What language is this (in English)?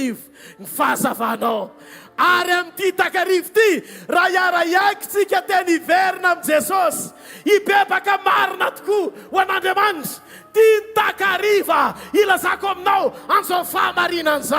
Malagasy